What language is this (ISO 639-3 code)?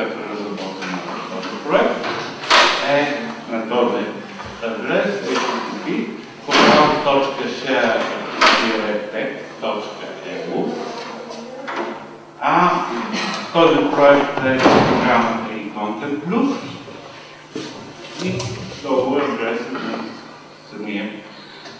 bul